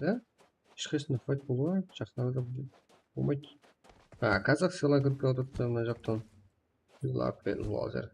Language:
Kara-Kalpak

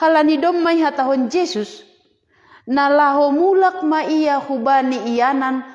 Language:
Batak Simalungun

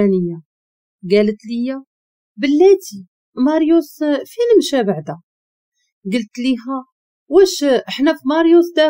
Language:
Moroccan Arabic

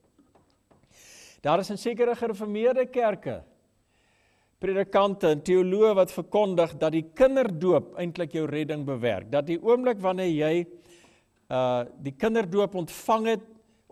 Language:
Afrikaans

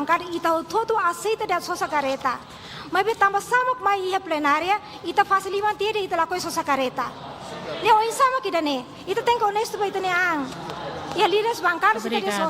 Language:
Tetum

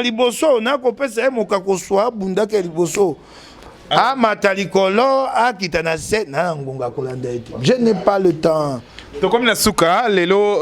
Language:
Lingala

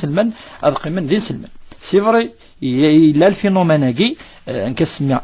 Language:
Kabyle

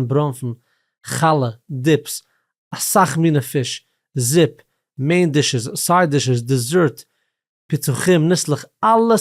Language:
Yiddish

